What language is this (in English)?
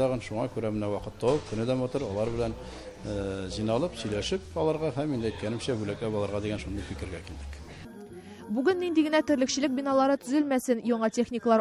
Tatar